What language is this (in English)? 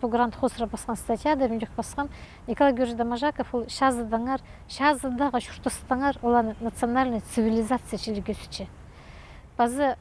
Khakas